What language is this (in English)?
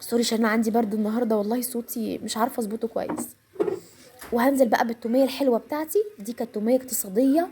Egyptian Arabic